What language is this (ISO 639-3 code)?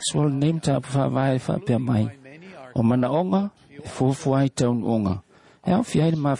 smo